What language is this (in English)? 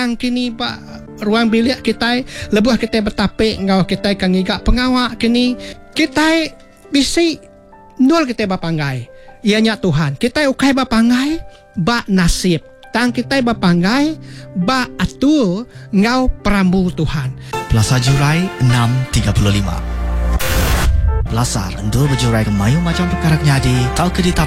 Iban